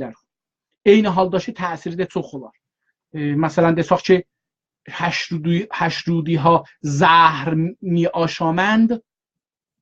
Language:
South Azerbaijani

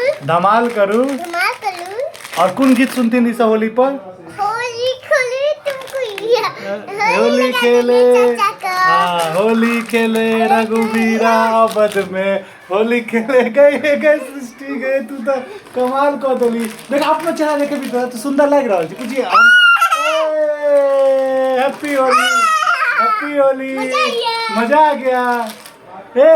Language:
Maithili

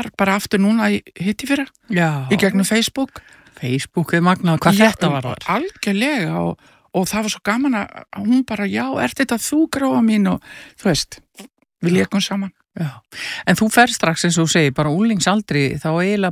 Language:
Icelandic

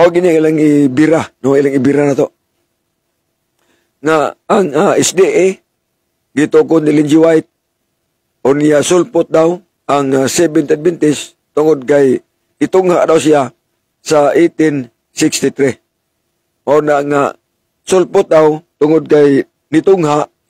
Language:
Cebuano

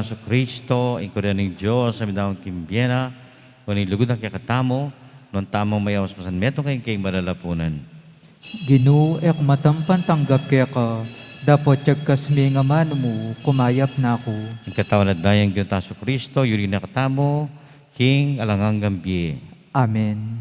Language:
Pampanga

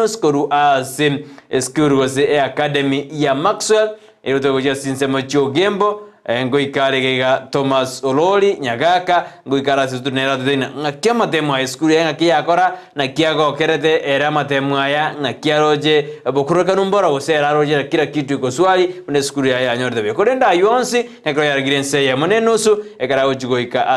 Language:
Gusii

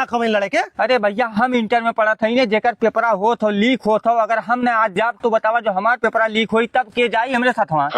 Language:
Awadhi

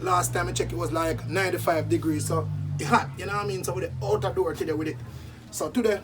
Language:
Jamaican Creole English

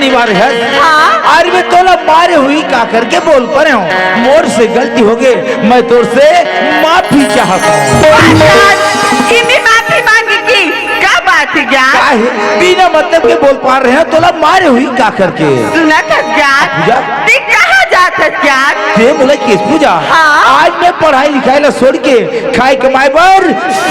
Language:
Chhattisgarhi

